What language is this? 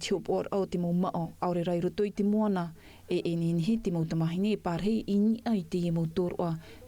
Tahitian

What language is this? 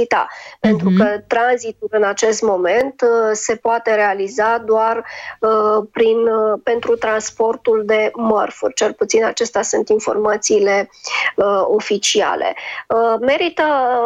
Romanian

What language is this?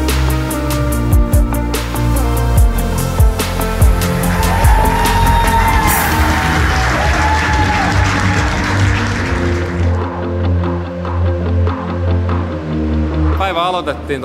Finnish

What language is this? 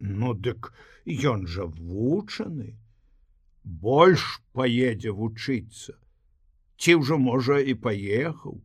Belarusian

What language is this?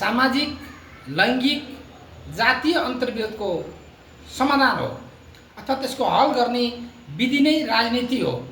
Nepali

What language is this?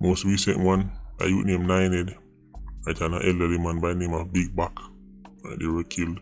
Jamaican Creole English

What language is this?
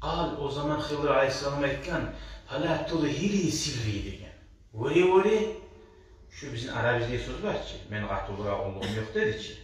Kumyk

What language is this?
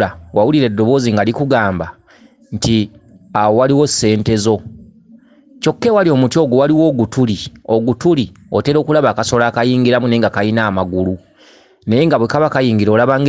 Ganda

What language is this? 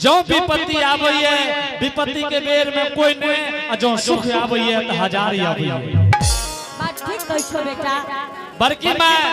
Angika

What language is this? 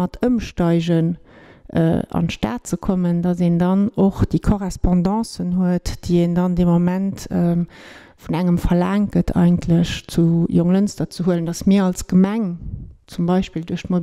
Luxembourgish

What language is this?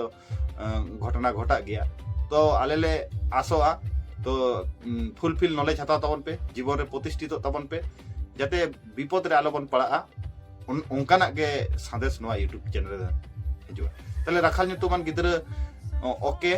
Santali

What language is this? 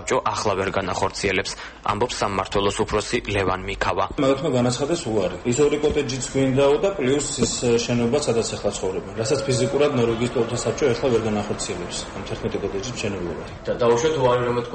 Georgian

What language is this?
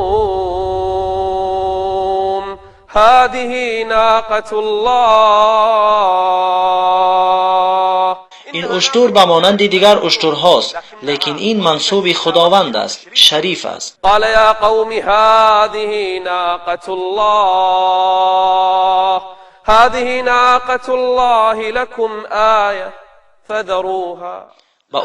Tajik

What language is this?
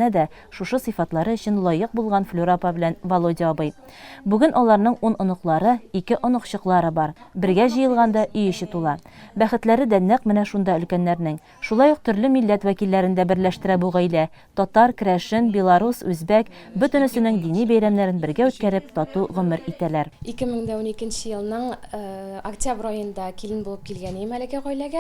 Tatar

